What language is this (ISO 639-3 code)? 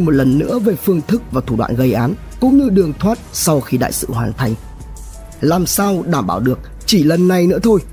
vie